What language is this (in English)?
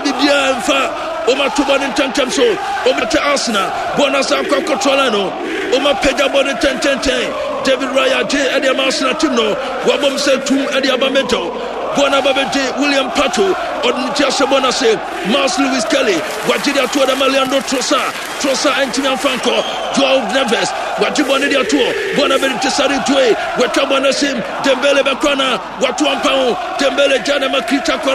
Akan